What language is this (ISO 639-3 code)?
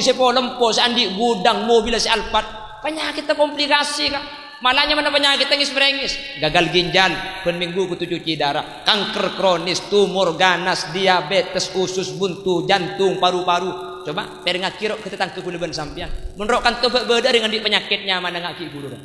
mad